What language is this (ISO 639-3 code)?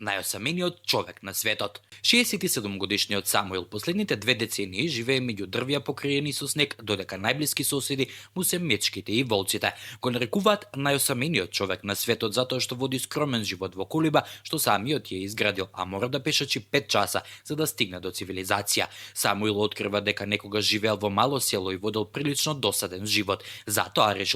mkd